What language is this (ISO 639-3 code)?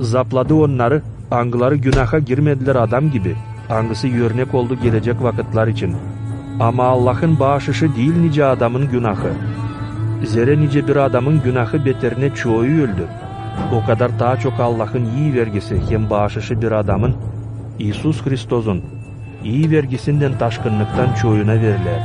gag